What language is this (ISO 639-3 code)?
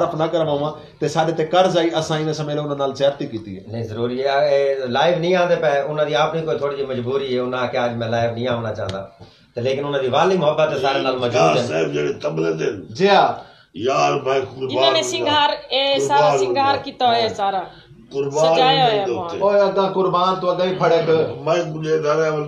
skr